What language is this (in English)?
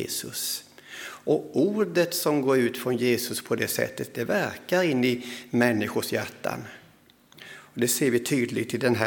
Swedish